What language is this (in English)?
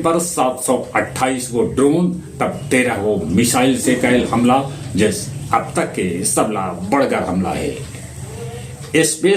Magahi